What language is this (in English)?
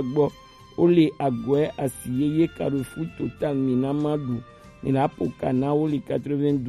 Gen